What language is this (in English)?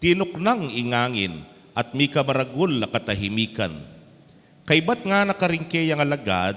Pampanga